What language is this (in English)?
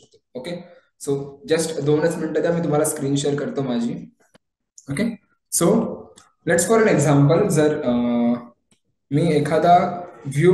Marathi